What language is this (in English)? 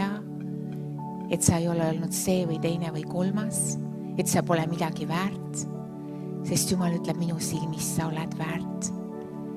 Estonian